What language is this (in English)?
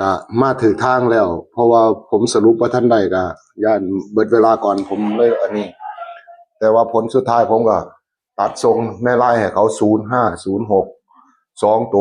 Lao